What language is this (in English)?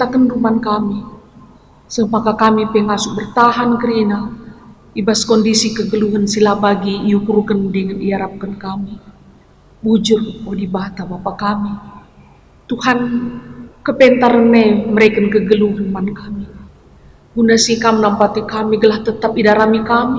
Batak Karo